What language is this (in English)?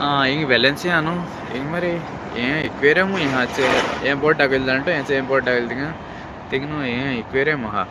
Konkani